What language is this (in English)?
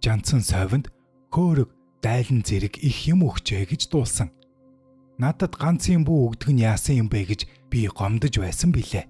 Mongolian